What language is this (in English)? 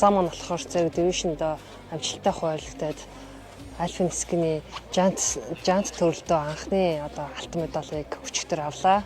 Mongolian